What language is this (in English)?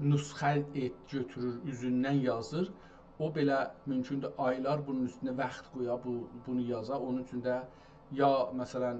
South Azerbaijani